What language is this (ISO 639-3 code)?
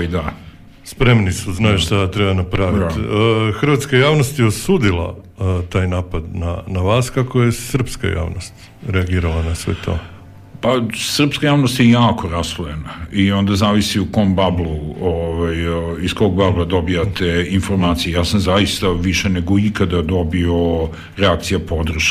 srp